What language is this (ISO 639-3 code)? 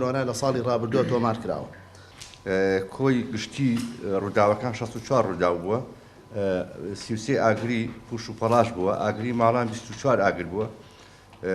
ckb